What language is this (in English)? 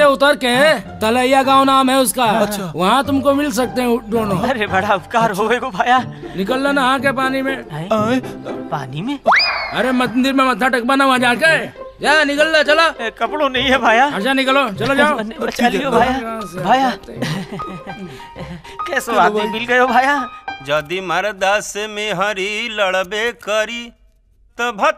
Bhojpuri